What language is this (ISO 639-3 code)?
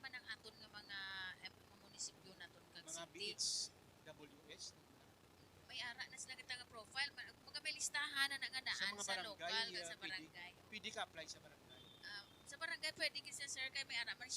hil